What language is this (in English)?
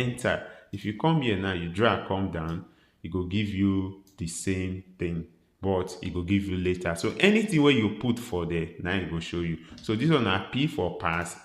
Nigerian Pidgin